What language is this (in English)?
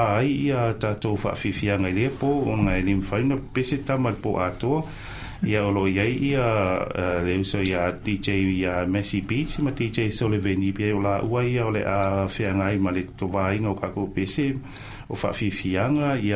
Samoan